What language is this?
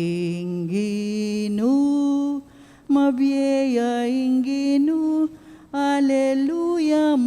Pampanga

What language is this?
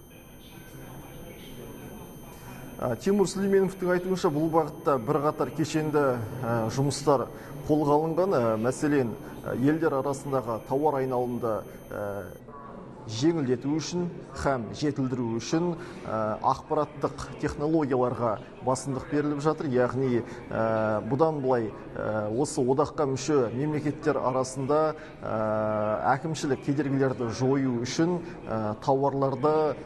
Kazakh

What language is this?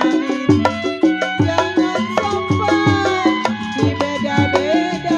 Betawi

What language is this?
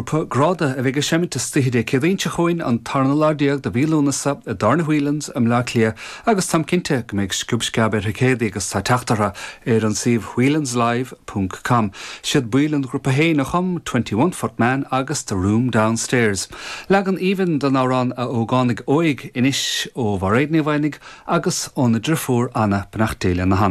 Irish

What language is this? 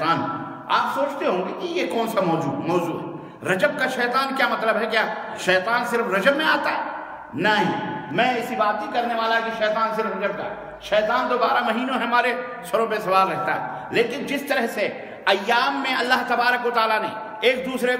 Urdu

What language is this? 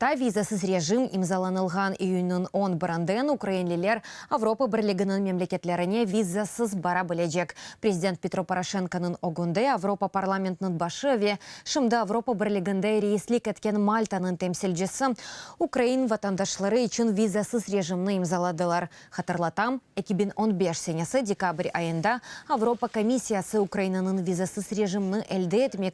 Crimean Tatar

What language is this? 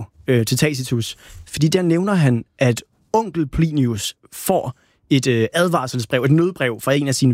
Danish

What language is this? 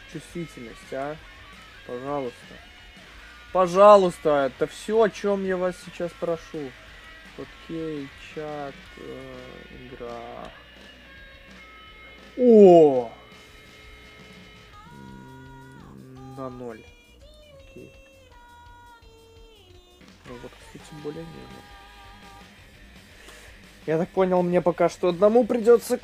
Russian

